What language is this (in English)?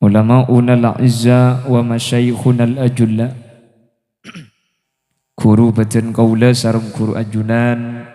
Madurese